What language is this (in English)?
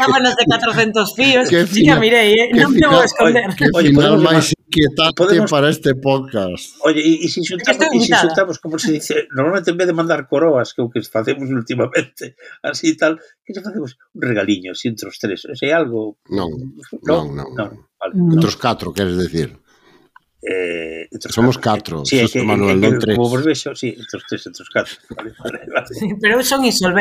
Galician